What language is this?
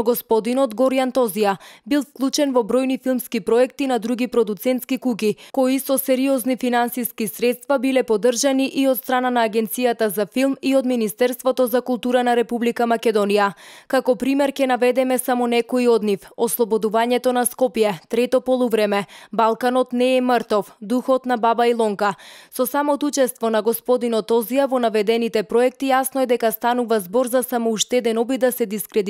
Macedonian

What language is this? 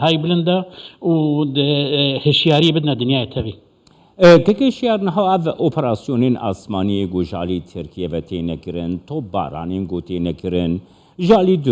Kurdish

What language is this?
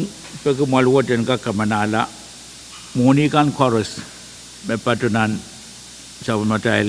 Pohnpeian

